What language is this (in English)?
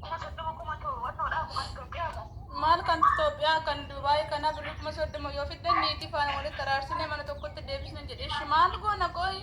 Oromo